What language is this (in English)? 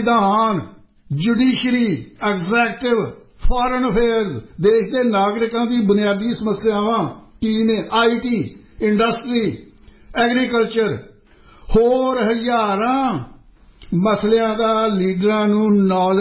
Punjabi